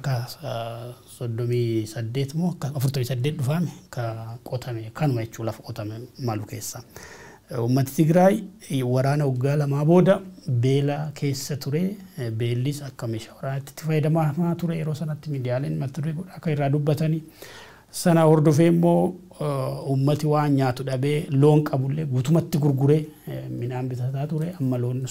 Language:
Oromo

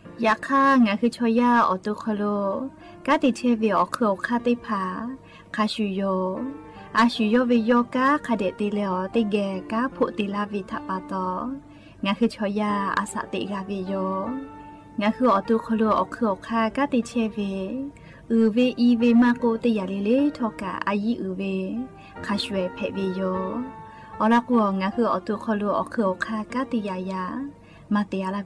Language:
Lahu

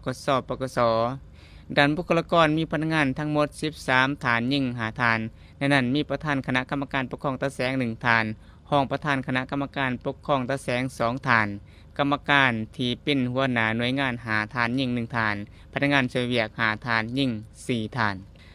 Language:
Lao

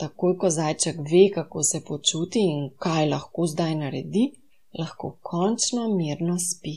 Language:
Slovenian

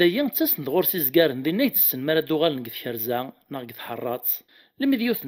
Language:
Kabyle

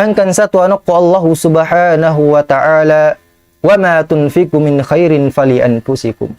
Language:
Tausug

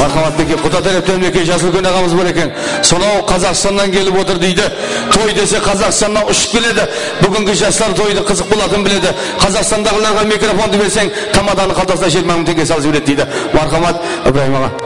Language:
Kara-Kalpak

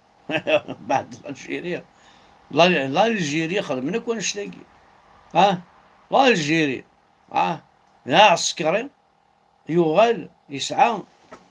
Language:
Kabyle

